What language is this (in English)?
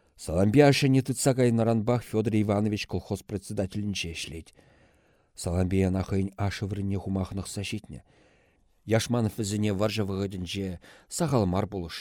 Chuvash